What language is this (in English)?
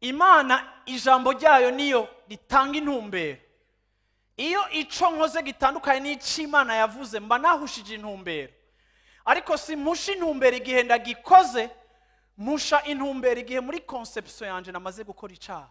Rundi